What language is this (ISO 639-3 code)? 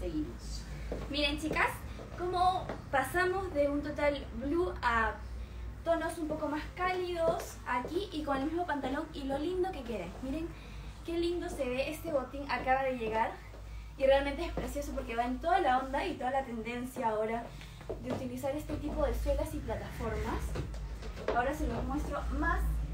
spa